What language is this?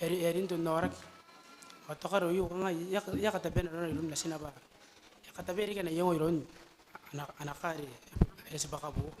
Gilbertese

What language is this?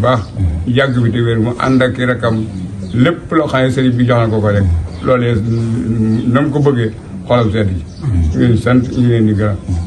Wolof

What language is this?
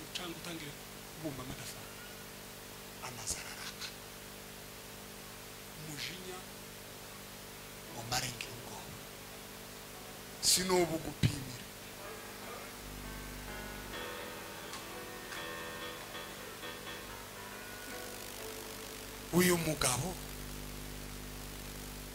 Kinyarwanda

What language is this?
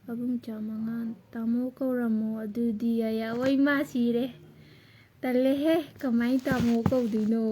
Manipuri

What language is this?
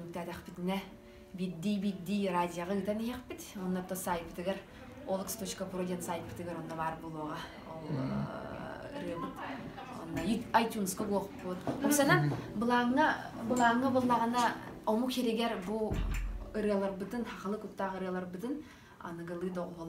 Yakut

